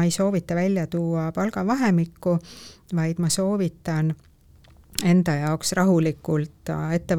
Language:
Estonian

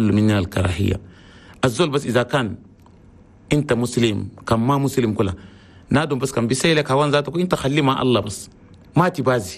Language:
Chadian Arabic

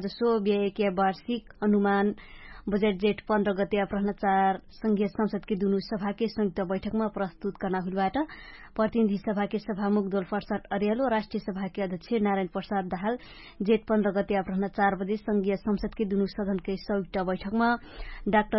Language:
Dangaura Tharu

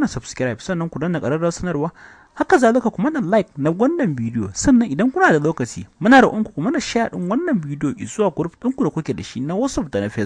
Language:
Hausa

